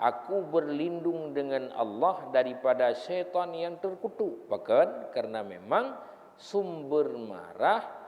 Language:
Achinese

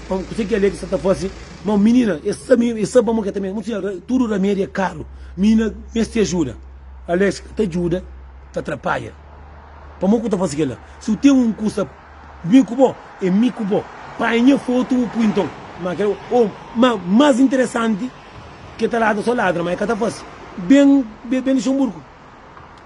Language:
Kabuverdianu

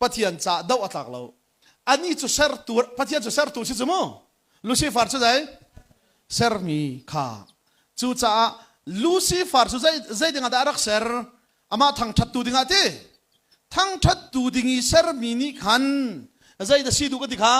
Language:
Hakha Chin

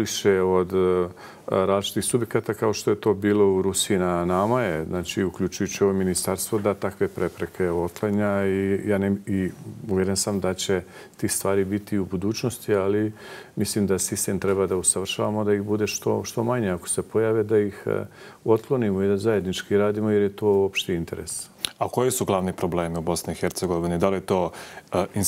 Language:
Bosnian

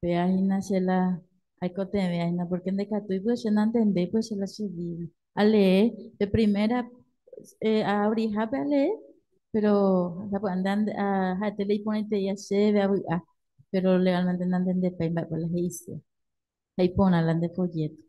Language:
Guarani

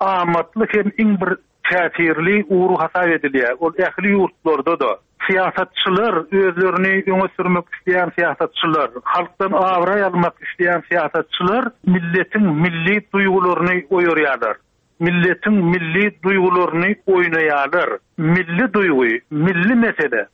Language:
Turkmen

